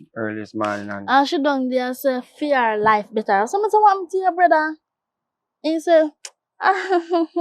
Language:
Jamaican Creole English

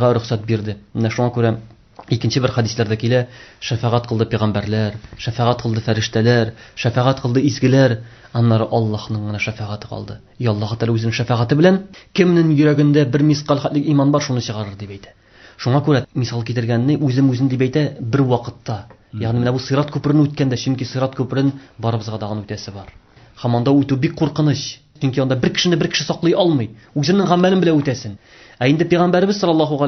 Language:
Tatar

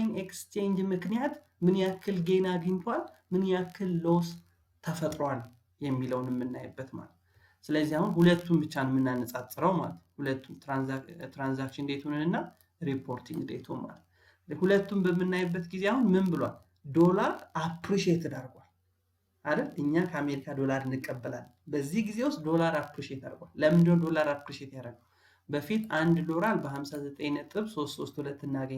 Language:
Amharic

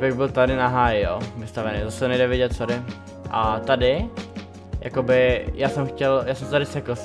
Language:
Czech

